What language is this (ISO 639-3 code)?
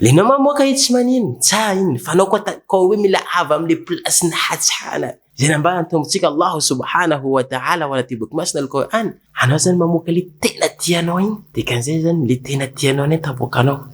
mlg